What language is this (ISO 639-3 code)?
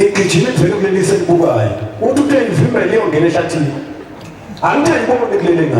zul